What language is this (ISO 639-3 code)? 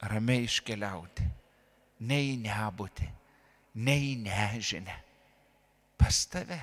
lit